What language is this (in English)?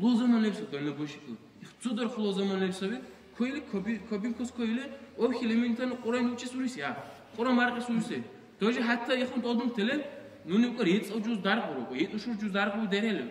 Dargwa